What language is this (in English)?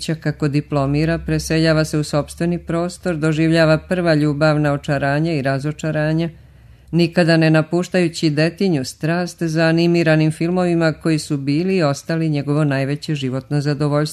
Serbian